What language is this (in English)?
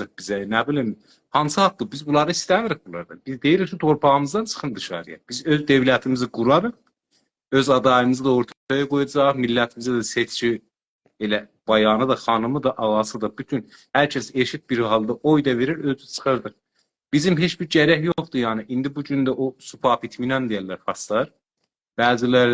South Azerbaijani